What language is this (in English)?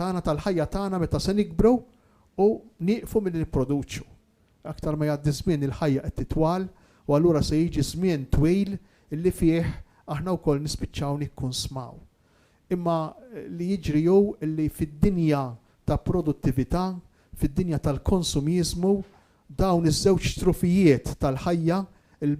Maltese